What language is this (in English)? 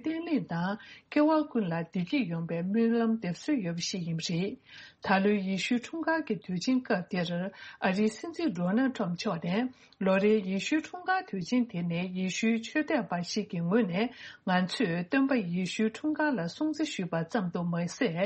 Tibetan